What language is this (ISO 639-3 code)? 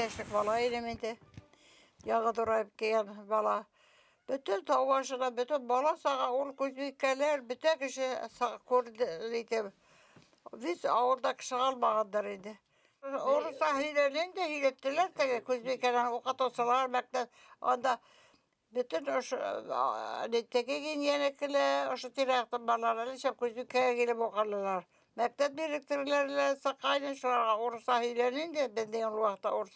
bak